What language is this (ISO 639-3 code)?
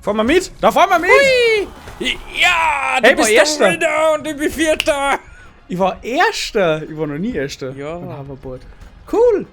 bar